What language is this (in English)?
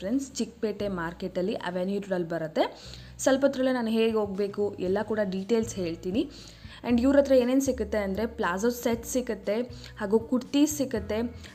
Kannada